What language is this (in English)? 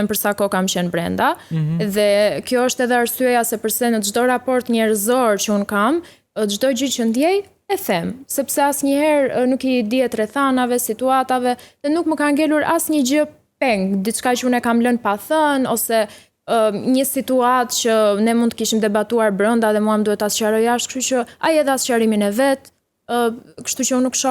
Albanian